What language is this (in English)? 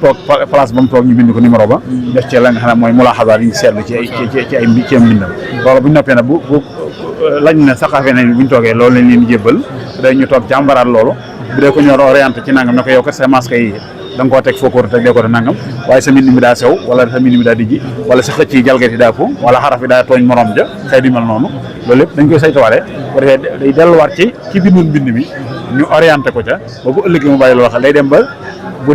Wolof